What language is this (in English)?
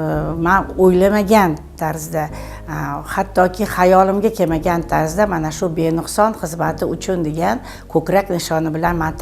Uzbek